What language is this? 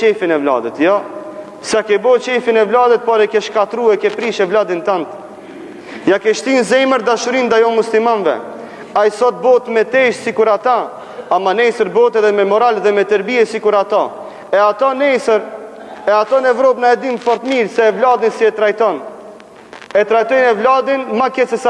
Albanian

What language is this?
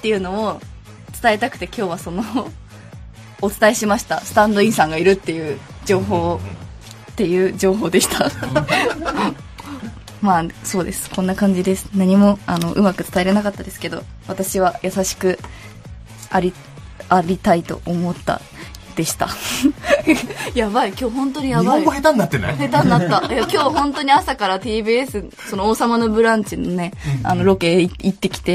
Japanese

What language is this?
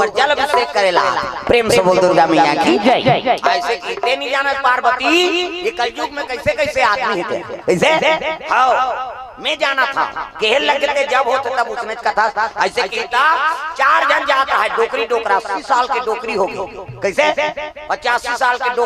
Chhattisgarhi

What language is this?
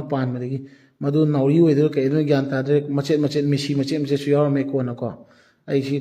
Manipuri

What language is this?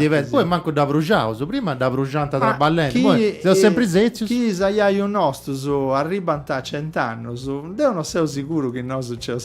Sardinian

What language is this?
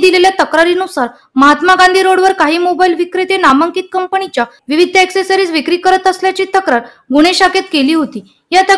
Marathi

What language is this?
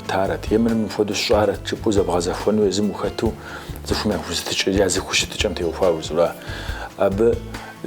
Kabardian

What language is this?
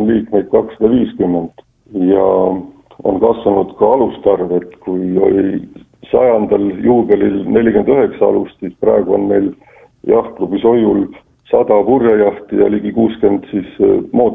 Estonian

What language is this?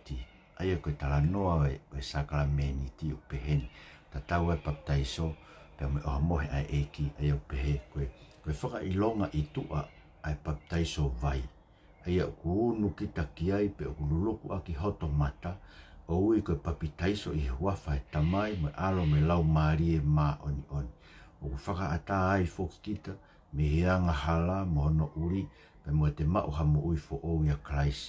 Tongan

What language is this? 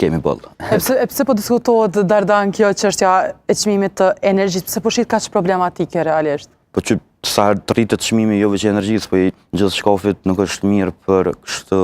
Albanian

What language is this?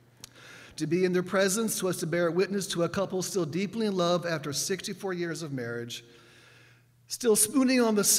English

